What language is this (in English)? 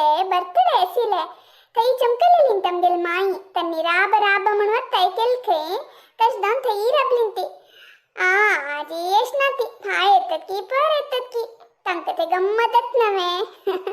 Konkani